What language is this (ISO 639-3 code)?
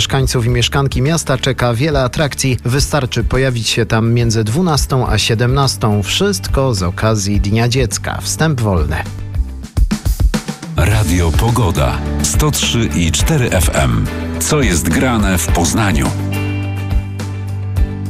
pol